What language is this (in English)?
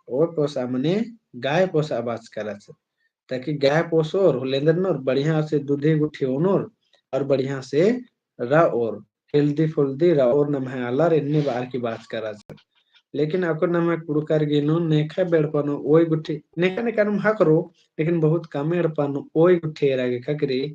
Kurukh